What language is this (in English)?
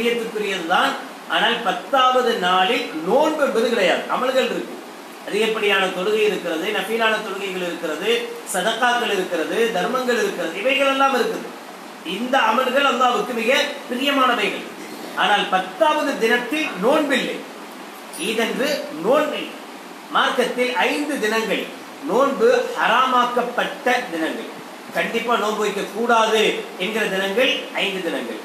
Tamil